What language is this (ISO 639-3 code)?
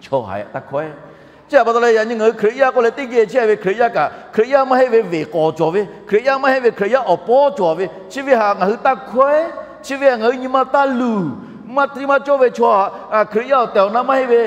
lhu